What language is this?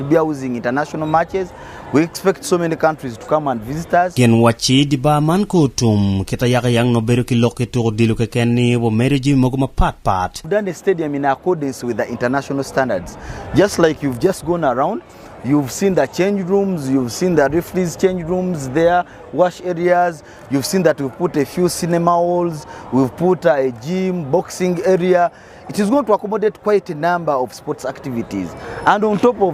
Acoli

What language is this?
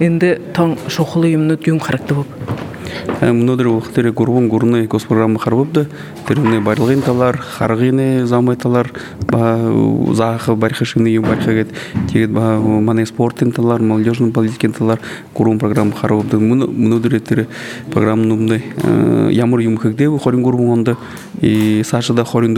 Buriat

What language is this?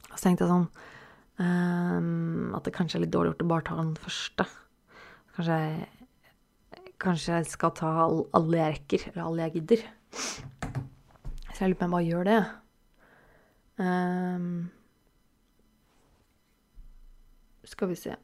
Norwegian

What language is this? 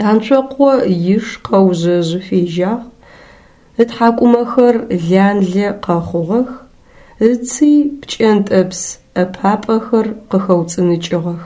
Adyghe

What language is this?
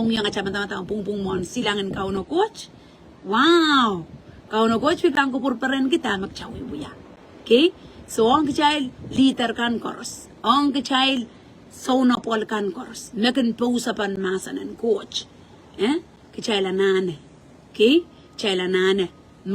Pohnpeian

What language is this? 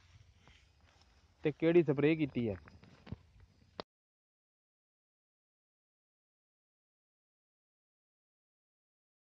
Punjabi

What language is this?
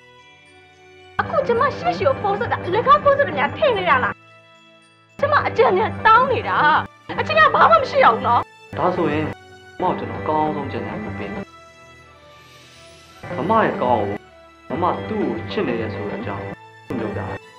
Burmese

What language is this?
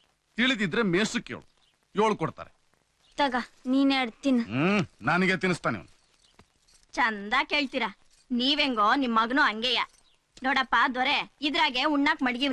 Kannada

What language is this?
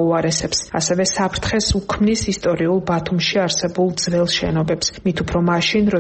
Georgian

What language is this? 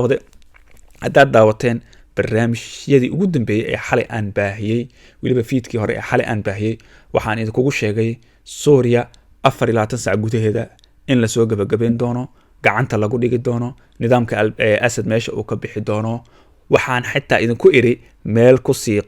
Somali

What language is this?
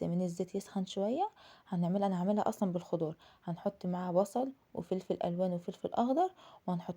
Egyptian Arabic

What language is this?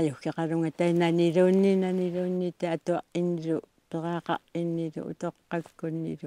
Kalaallisut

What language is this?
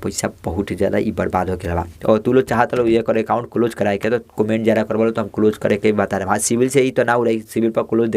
Bhojpuri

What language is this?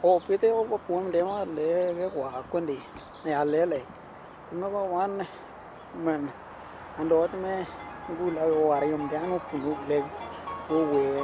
Western Dani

